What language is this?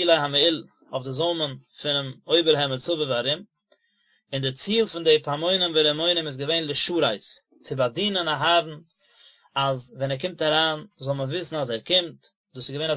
Yiddish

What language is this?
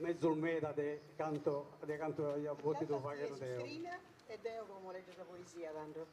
Sardinian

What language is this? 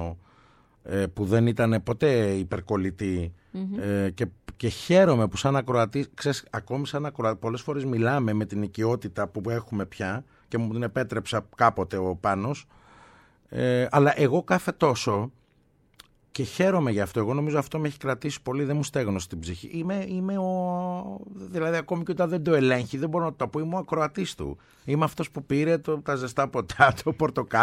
Greek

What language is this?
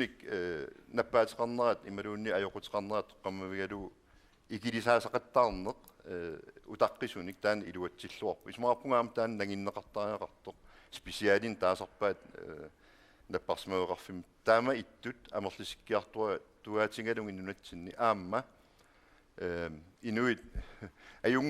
Kalaallisut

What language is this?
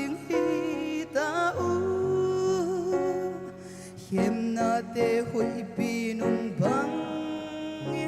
Paite Chin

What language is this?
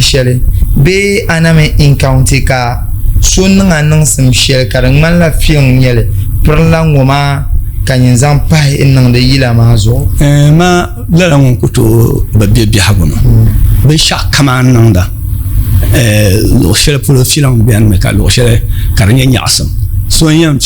Dagbani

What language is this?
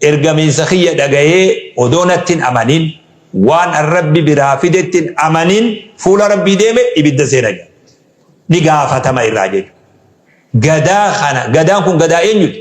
Oromo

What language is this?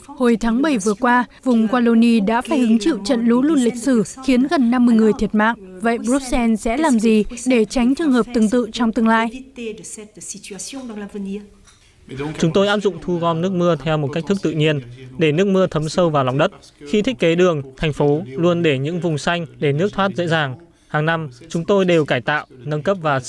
Vietnamese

